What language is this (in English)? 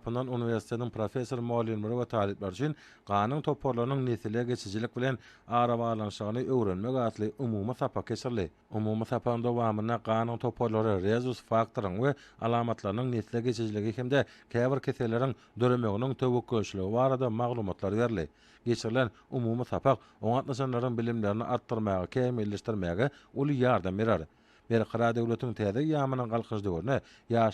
Turkmen